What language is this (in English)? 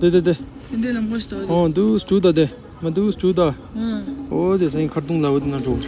Tibetan